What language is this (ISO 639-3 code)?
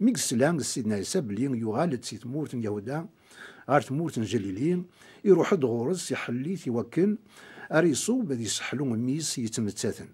kab